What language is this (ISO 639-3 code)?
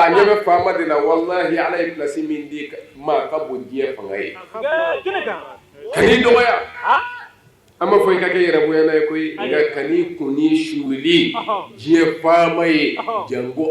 bam